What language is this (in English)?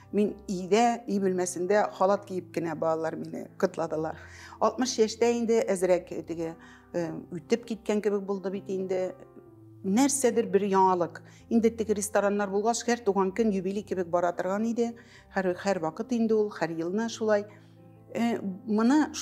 Tatar